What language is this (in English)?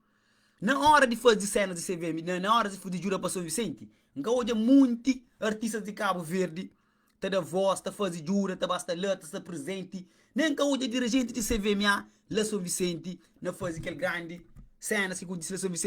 Kabuverdianu